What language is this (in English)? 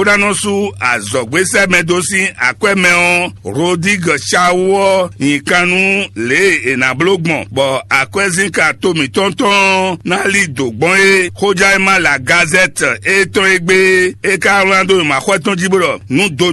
Fon